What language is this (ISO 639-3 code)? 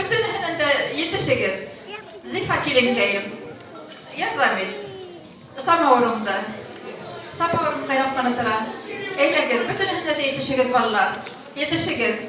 bak